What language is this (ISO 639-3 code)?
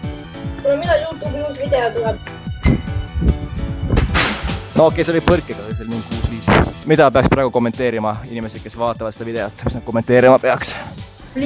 est